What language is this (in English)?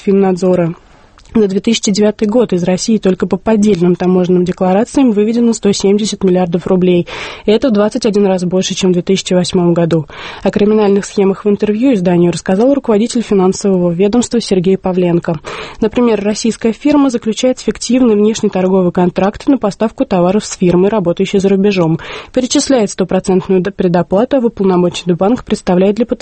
Russian